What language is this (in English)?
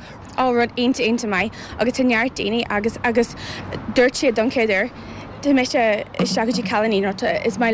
Irish